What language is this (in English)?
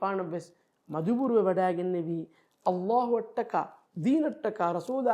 Divehi